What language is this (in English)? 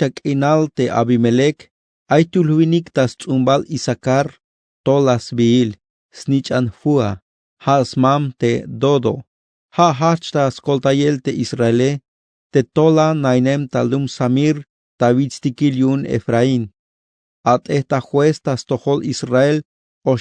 Tzeltal